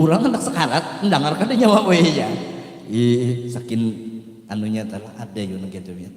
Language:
Banjar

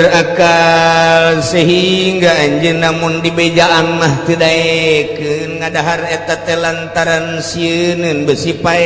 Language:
Sundanese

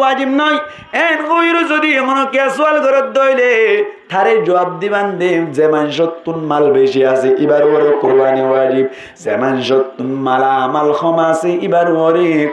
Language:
Rohingya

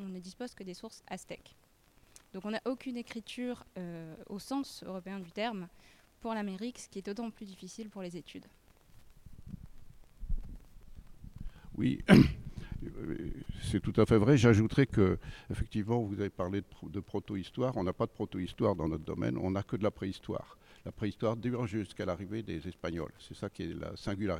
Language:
French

